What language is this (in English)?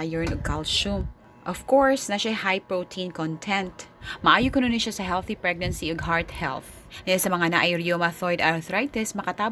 Cebuano